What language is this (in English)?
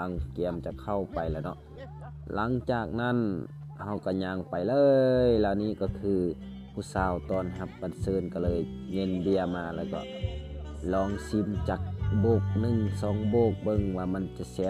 Lao